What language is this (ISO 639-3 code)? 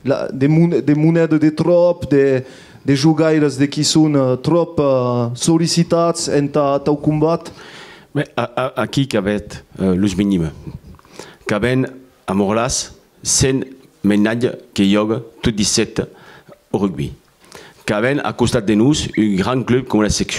oci